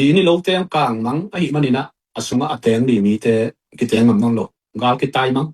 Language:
Tedim Chin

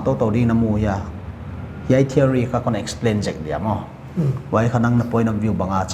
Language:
Paite Chin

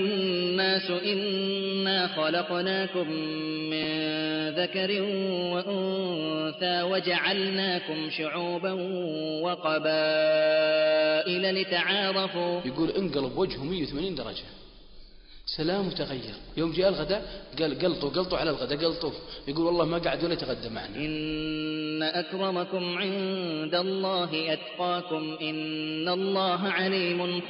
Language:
Arabic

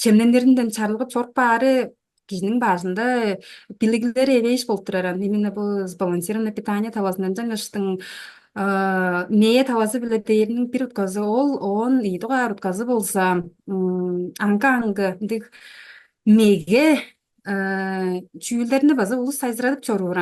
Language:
Tuvinian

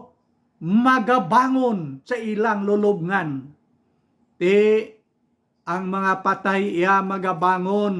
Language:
Hiligaynon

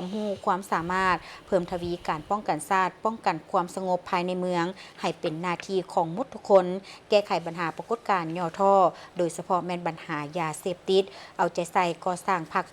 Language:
Lao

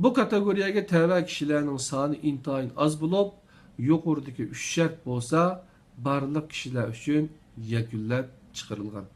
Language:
Uyghur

